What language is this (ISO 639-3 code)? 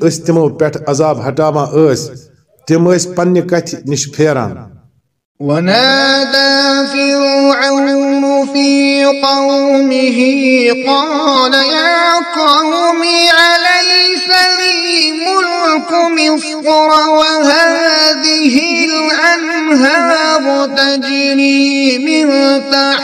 kas